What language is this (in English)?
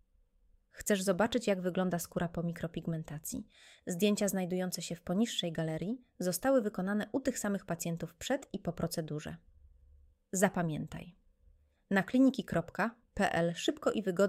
Polish